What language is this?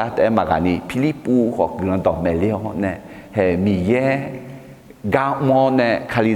Akha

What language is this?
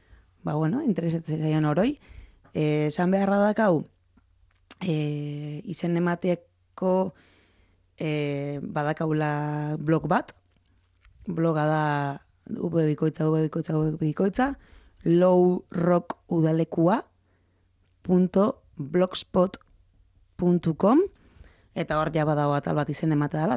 Basque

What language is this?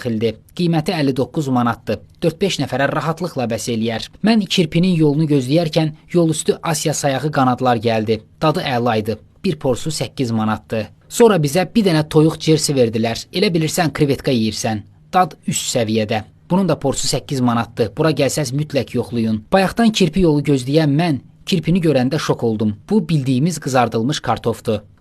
Azerbaijani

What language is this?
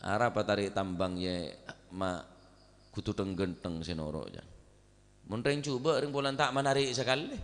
Madurese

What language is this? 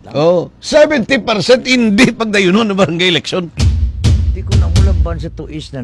Filipino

